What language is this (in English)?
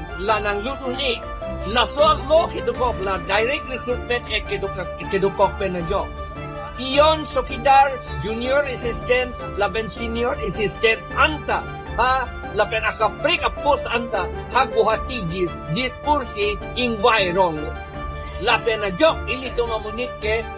Karbi